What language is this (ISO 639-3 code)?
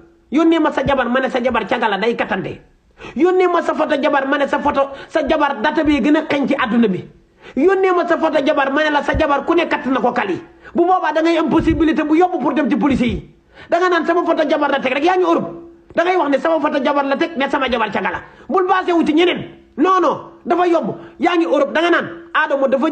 wol